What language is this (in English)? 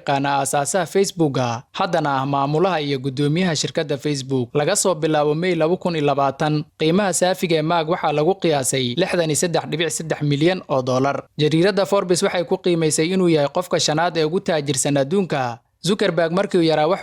Somali